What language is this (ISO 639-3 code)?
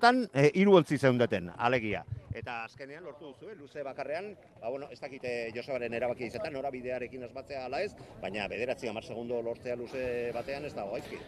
eus